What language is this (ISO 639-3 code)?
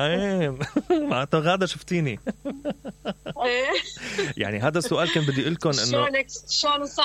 acm